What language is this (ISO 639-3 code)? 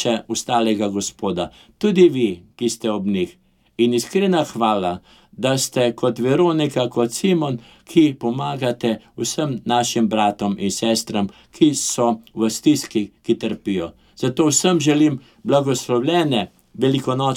slv